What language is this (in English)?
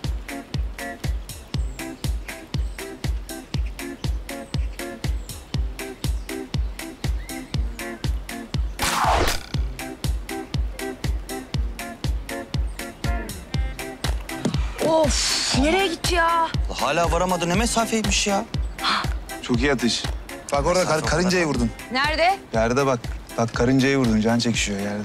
Turkish